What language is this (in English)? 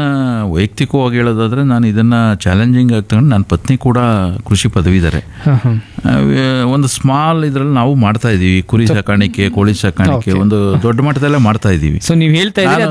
Kannada